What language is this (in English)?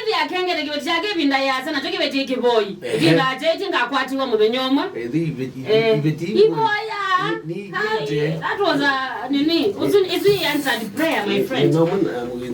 Kamba